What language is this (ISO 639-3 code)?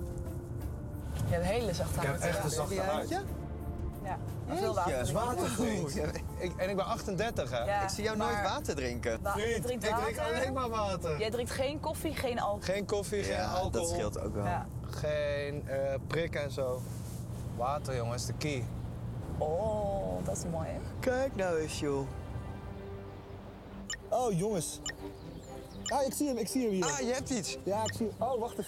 nld